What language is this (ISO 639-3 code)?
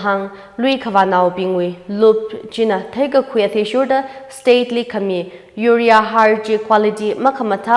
nmf